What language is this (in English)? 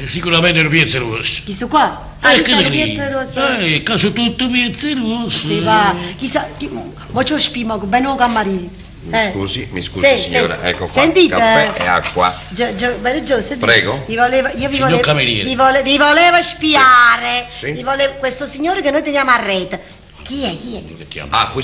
Neapolitan